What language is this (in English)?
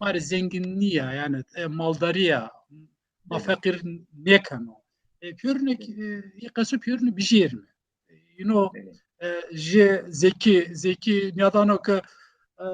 Zaza